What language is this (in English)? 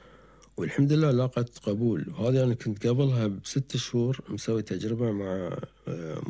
Gulf Arabic